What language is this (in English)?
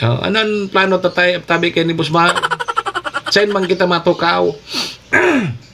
Bikol